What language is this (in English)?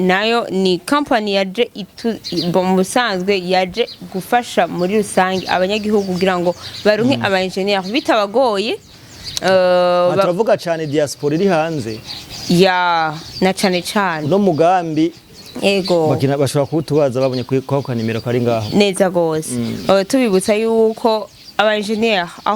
Rundi